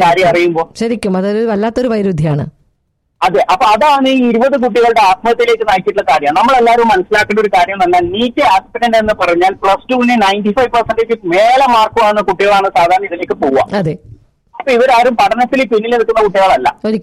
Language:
Malayalam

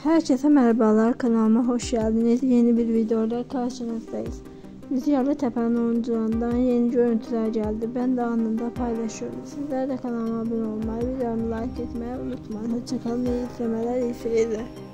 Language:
Turkish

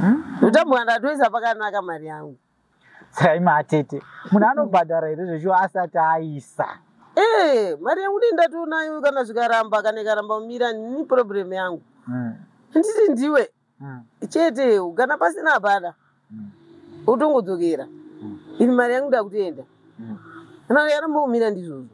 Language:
Shona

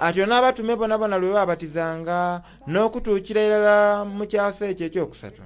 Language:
Soga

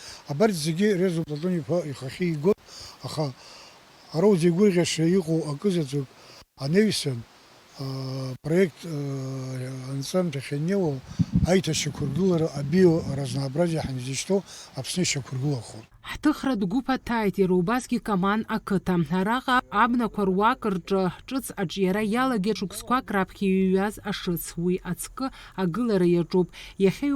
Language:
Abkhazian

